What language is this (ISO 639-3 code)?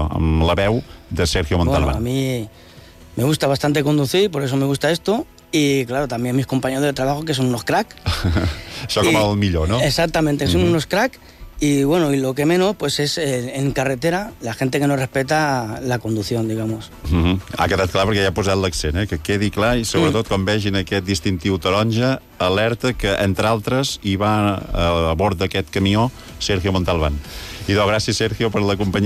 cat